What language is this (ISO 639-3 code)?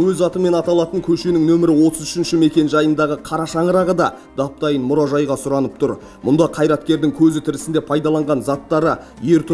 kaz